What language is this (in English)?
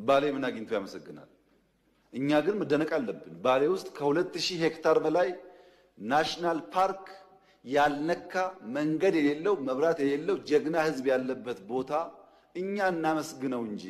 Amharic